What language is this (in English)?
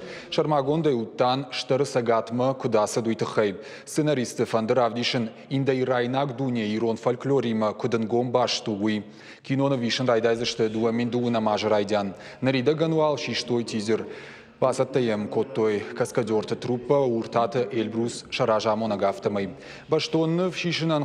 Ossetic